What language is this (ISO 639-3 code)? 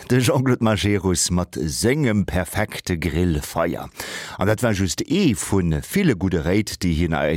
ltz